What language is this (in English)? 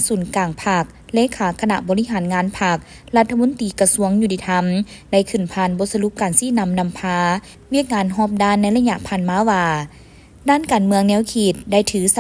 Lao